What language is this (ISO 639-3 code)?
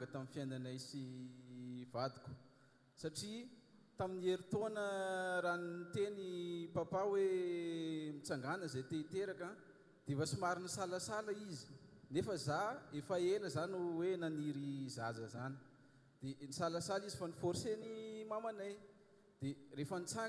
mlg